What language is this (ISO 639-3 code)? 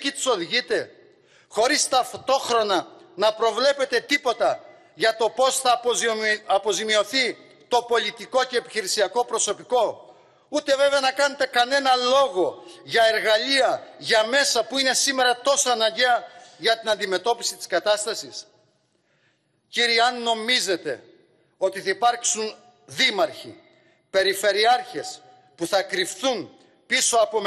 ell